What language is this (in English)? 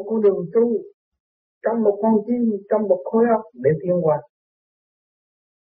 Vietnamese